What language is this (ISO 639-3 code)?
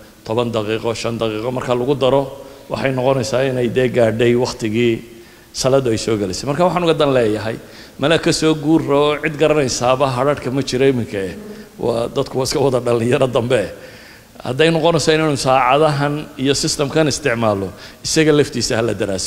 som